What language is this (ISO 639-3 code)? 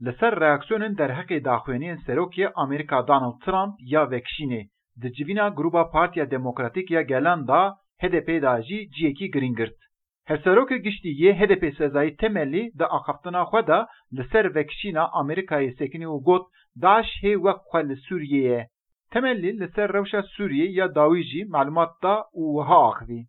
kur